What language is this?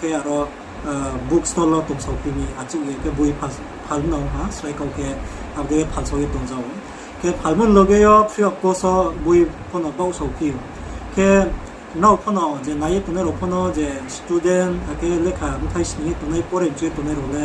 Riang (India)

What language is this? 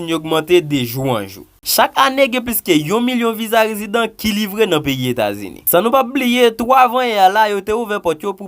Haitian Creole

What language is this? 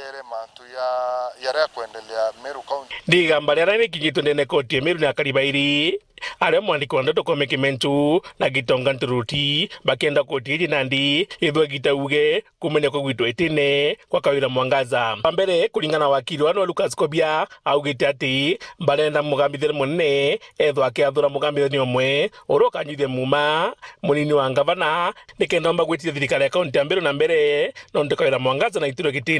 Meru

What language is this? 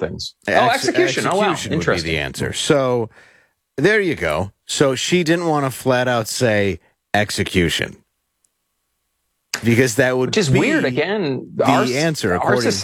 English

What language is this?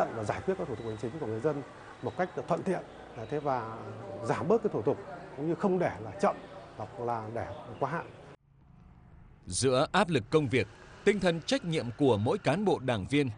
Vietnamese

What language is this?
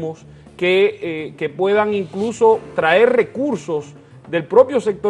Spanish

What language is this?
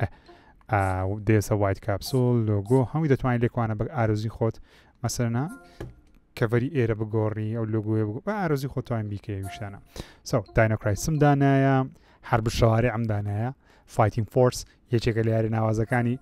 Central Kurdish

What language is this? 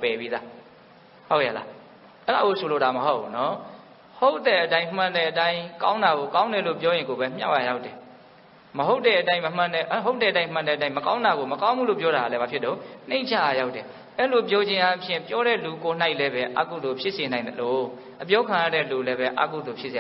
Burmese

